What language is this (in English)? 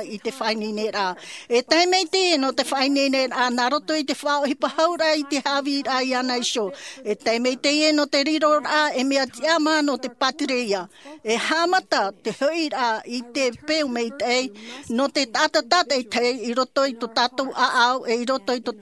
Tahitian